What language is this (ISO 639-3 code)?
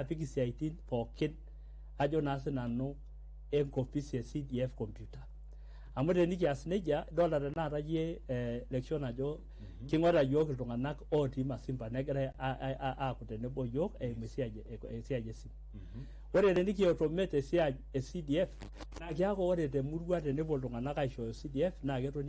mas